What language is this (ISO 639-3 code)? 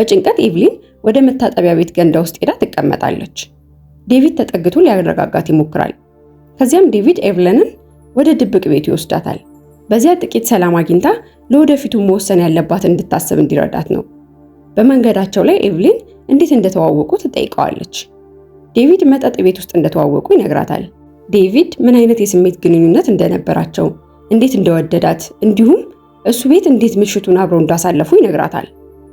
amh